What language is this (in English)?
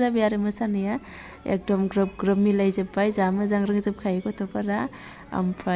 Bodo